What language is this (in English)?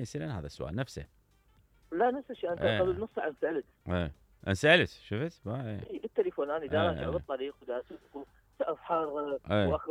Mesopotamian Arabic